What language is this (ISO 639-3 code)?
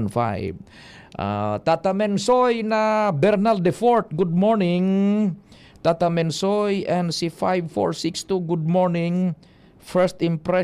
bik